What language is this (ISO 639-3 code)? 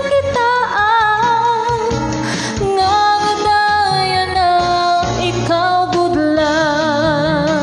war